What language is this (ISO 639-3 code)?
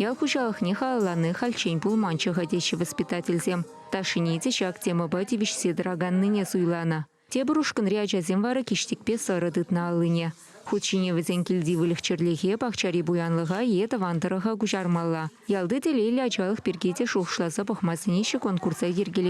chv